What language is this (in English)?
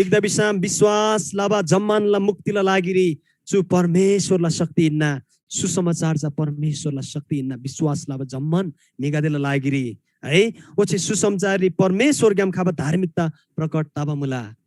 Eastern Tamang